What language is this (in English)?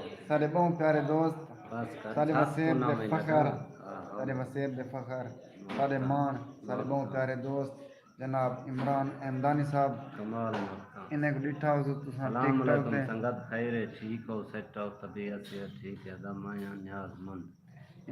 Saraiki